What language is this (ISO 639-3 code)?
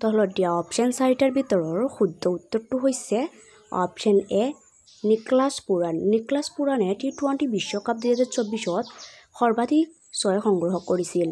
asm